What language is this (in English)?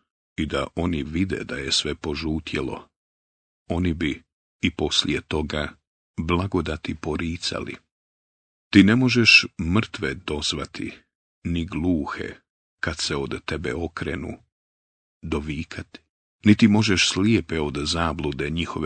Bosnian